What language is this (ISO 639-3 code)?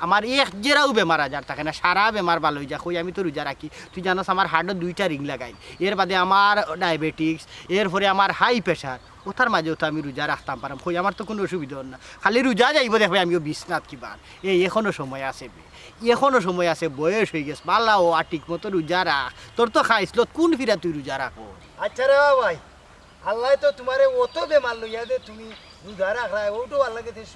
syl